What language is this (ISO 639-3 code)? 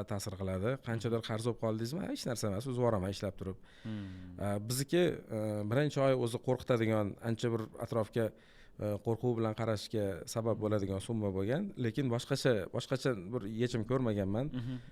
uzb